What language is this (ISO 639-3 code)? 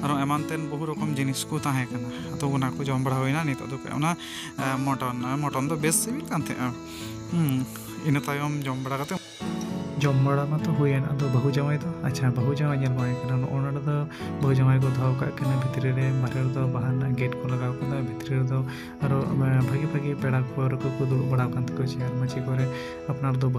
sat